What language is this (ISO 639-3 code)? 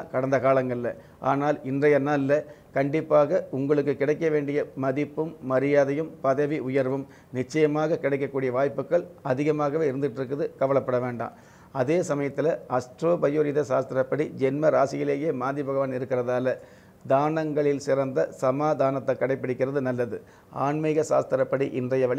tam